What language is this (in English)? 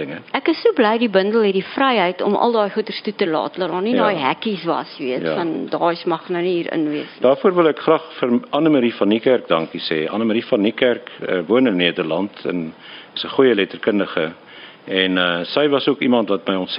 Afrikaans